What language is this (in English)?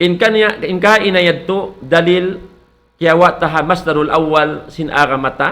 Tausug